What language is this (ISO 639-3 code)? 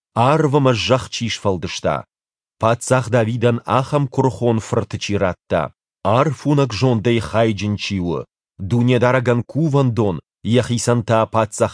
oss